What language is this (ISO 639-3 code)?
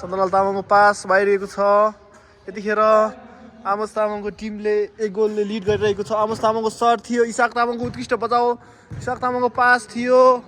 nep